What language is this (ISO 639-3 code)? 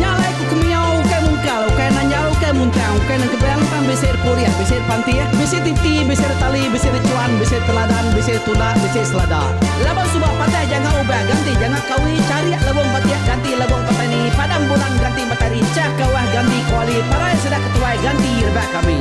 iba